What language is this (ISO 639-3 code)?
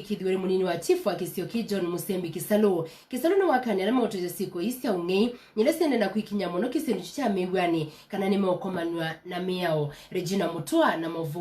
kam